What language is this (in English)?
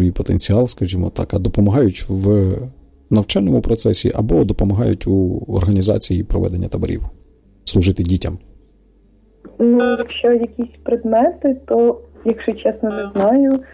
Ukrainian